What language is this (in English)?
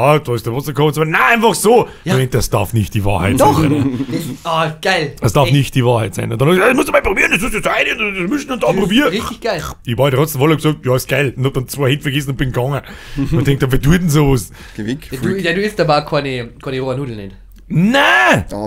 Bavarian